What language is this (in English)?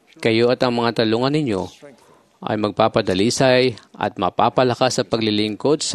Filipino